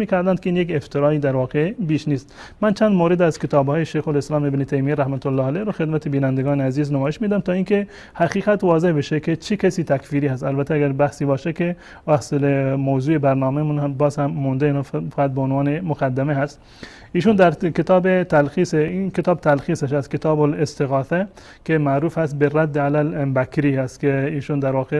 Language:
Persian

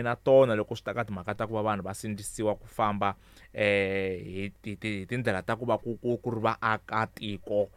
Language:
Tsonga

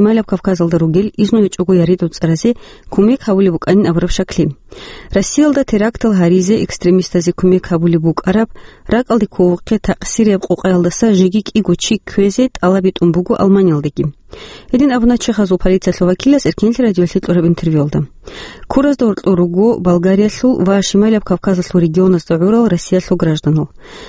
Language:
Avaric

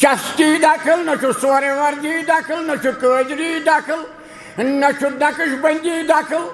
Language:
Kashmiri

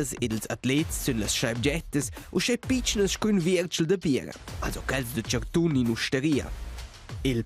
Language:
Romansh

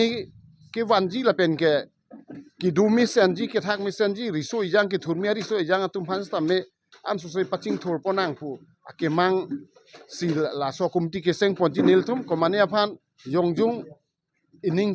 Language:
Karbi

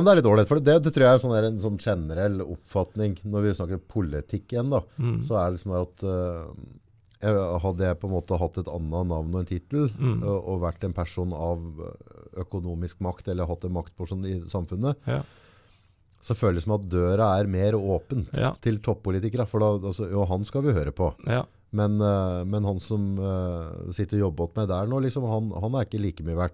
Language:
Norwegian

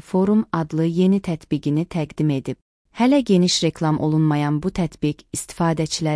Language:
Azerbaijani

